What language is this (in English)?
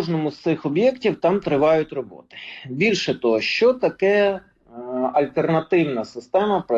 Ukrainian